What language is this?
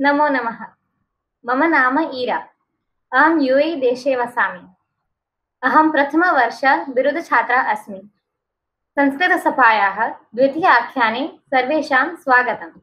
Sanskrit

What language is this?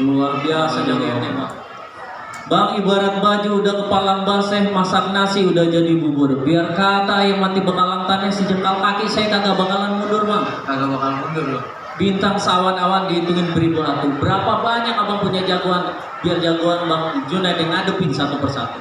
Betawi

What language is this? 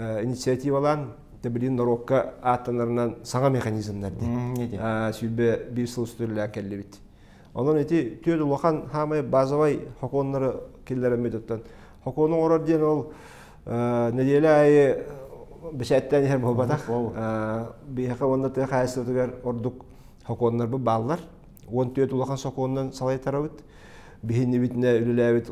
Yakut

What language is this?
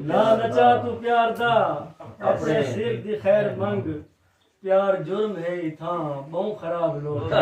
Saraiki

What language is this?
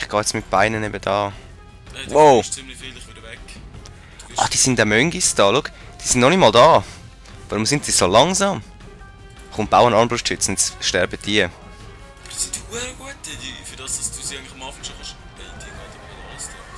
Swiss German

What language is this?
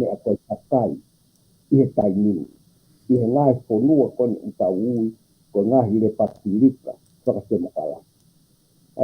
Tongan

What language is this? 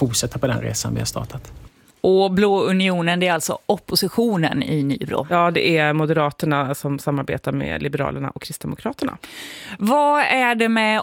Swedish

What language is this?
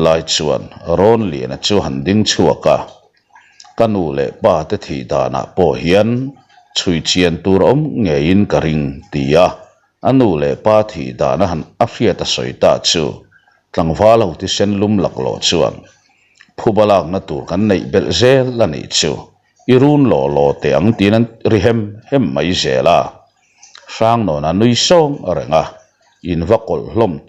Mizo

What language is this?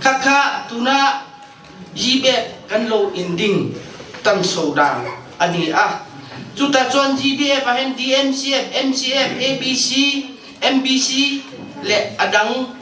Hakha Chin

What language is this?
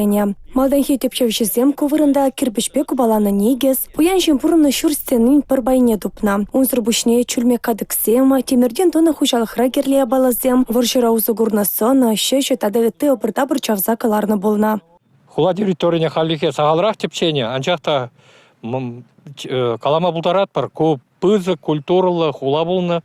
Chuvash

